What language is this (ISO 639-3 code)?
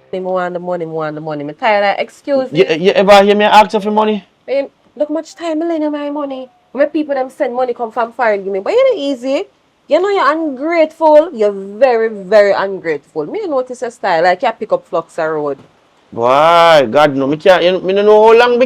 jam